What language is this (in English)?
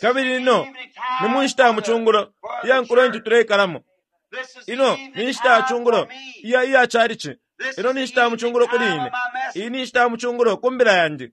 Bemba